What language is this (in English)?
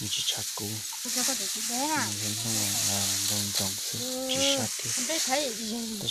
Hmong